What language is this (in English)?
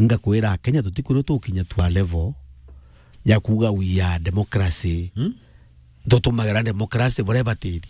Meru